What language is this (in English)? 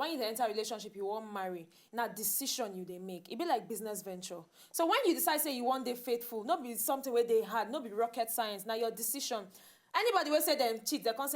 Nigerian Pidgin